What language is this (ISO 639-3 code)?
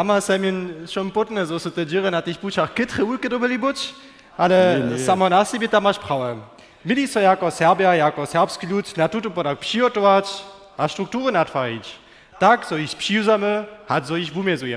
hsb